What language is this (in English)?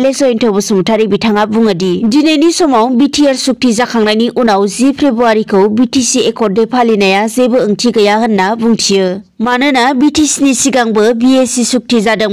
Bodo